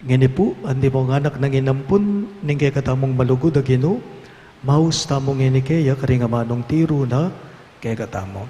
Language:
Pampanga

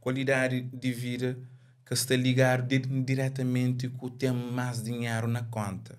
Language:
Kabuverdianu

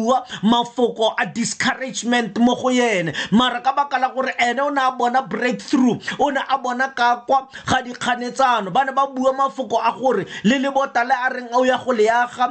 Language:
Tswana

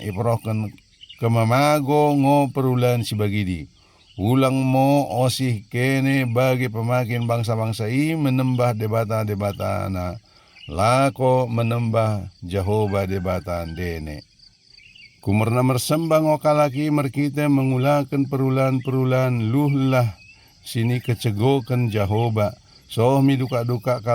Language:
Batak Dairi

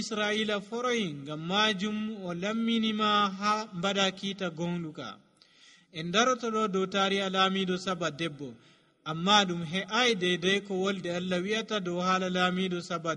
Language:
Nigerian Fulfulde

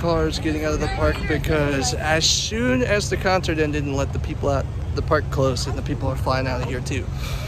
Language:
English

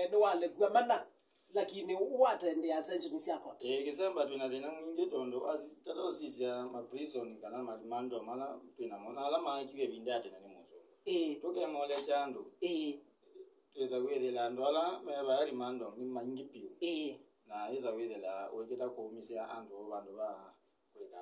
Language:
Kamba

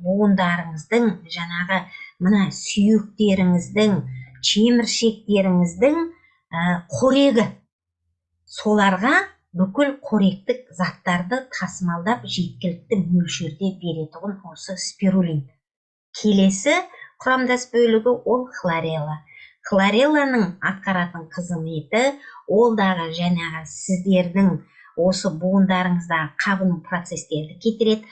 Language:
Kazakh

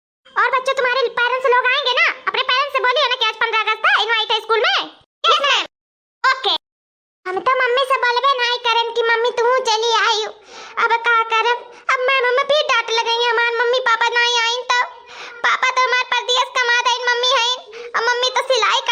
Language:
Awadhi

